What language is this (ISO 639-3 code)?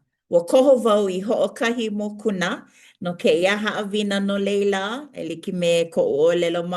haw